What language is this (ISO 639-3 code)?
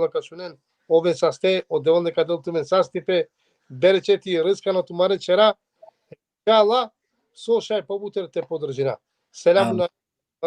rmn